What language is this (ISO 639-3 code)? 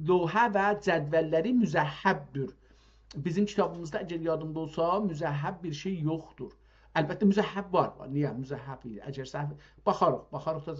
azb